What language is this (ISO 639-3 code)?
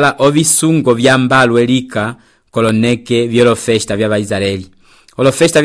umb